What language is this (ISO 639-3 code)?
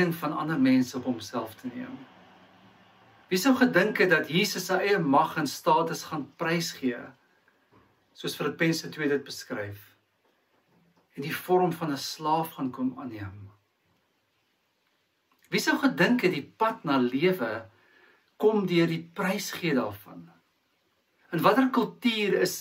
afr